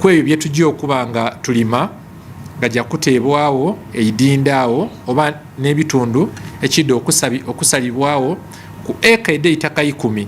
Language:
Soga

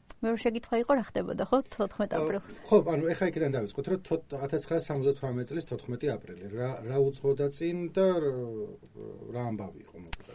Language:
Georgian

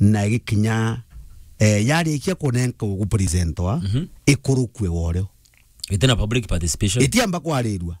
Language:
Meru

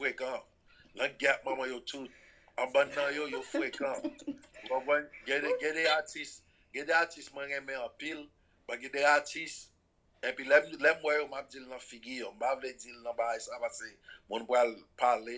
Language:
Haitian Creole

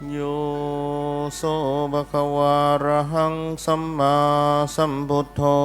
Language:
Pali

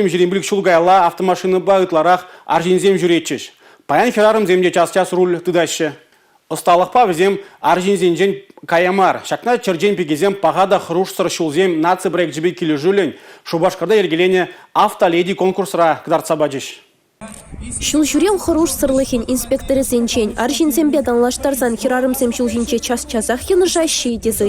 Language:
Chuvash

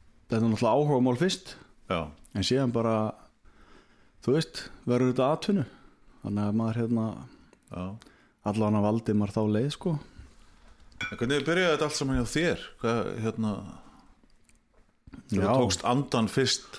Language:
Icelandic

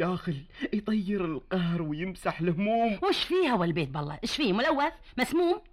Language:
Gulf Arabic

